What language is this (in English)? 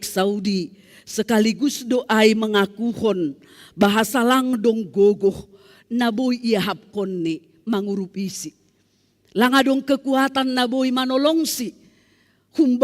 Batak Simalungun